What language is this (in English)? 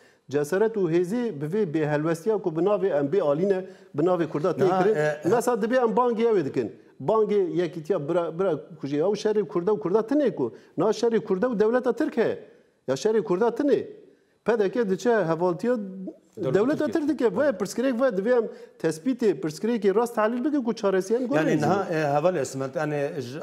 Kurdish